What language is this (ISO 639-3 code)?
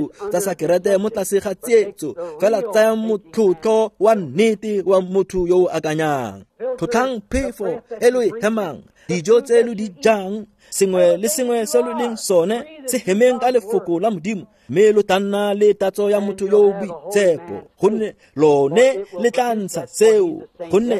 tsn